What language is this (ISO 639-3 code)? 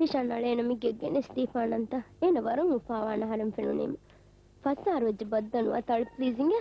div